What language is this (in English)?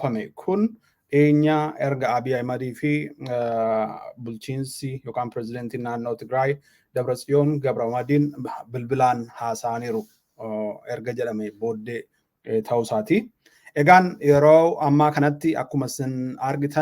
Oromo